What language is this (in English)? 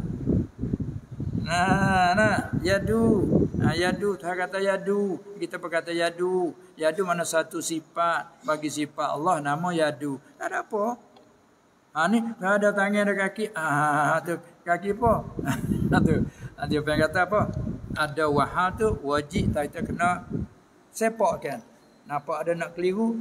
Malay